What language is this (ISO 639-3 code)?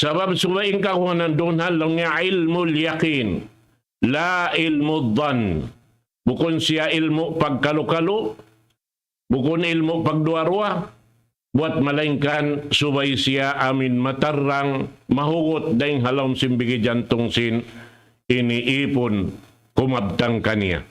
tsg